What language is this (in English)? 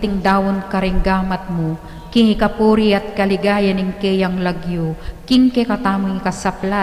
Pampanga